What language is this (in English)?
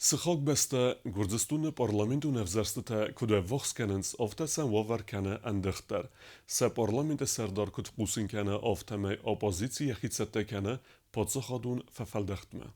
Ossetic